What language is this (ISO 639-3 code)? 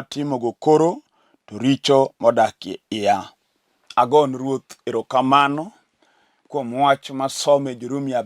luo